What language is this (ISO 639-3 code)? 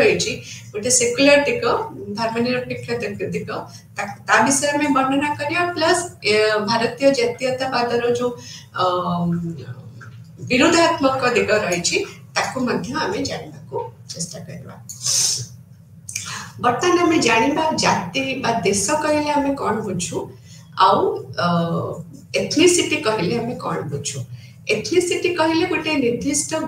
ori